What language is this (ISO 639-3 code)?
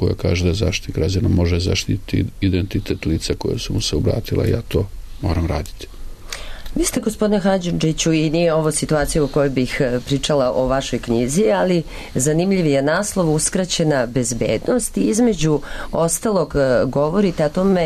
srp